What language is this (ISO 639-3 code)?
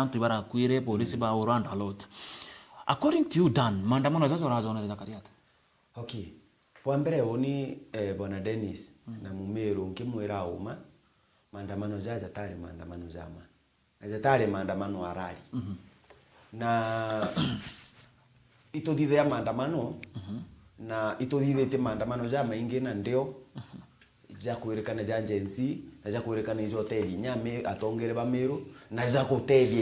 mer